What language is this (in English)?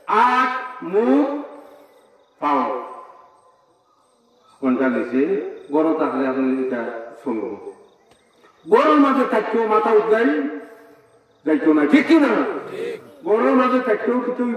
Bangla